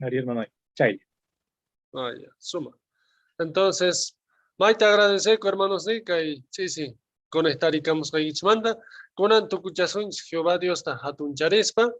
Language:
South Bolivian Quechua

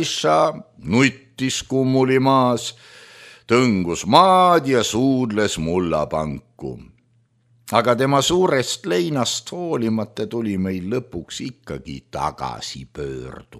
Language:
Estonian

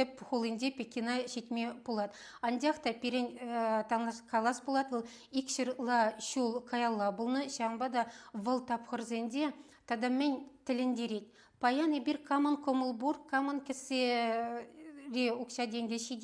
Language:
Chuvash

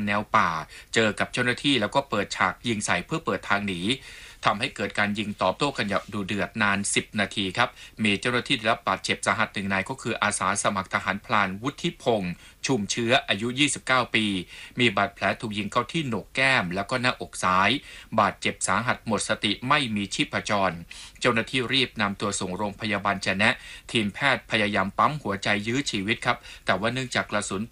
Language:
Thai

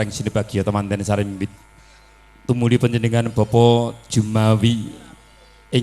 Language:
Javanese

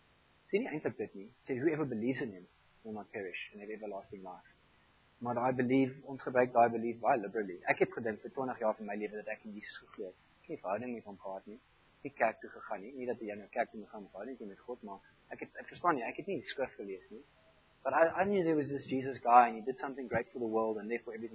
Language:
Afrikaans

